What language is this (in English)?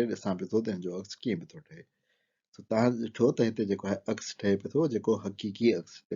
Sindhi